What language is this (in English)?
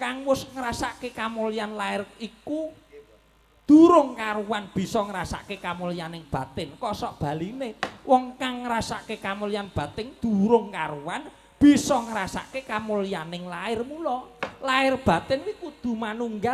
Javanese